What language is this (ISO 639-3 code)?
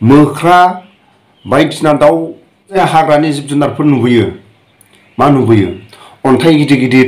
brx